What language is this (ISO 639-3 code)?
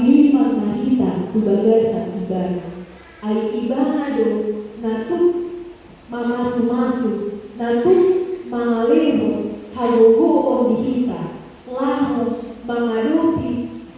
bbc